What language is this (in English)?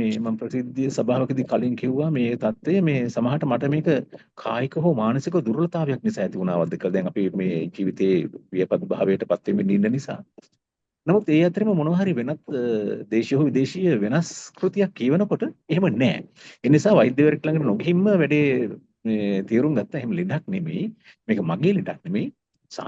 Sinhala